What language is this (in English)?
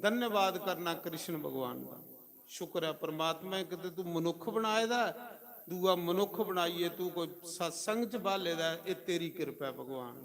Dogri